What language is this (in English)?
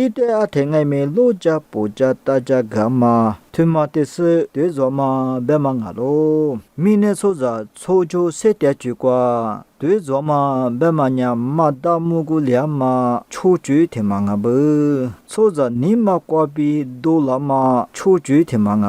Lisu